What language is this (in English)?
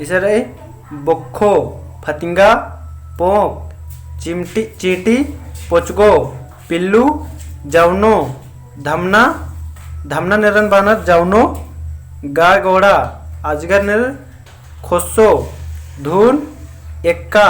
Kurukh